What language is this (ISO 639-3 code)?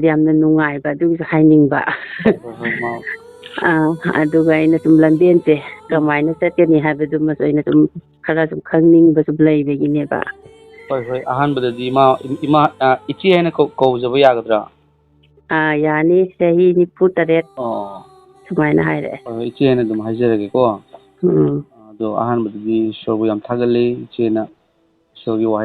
mni